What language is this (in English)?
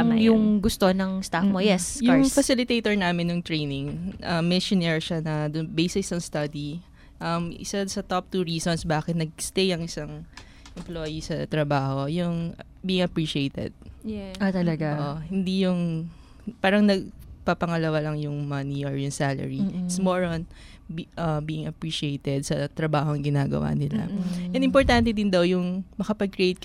Filipino